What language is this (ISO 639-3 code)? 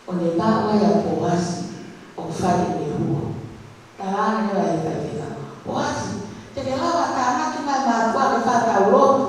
ton